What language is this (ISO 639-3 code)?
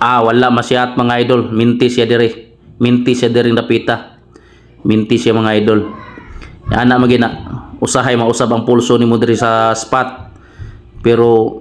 ceb